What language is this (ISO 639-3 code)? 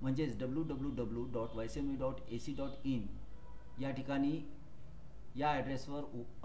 mar